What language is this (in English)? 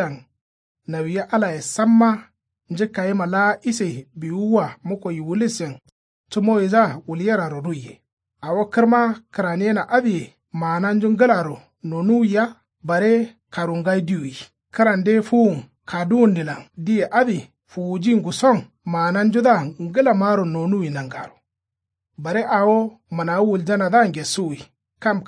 Kanuri